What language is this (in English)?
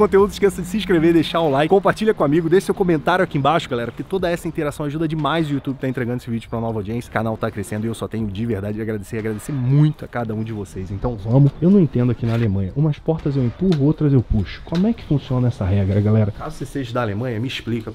Portuguese